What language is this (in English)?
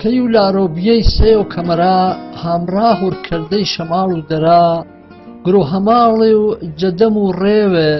Gurani